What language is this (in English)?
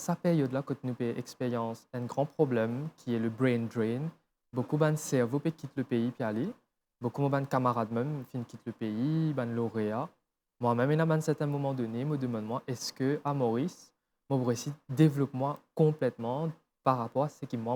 Morisyen